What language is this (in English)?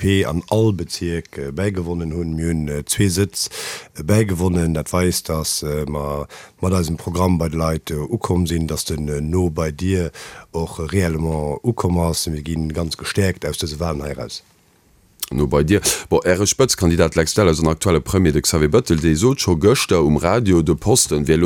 Luxembourgish